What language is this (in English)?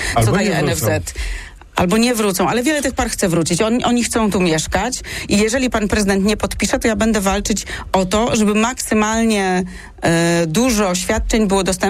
Polish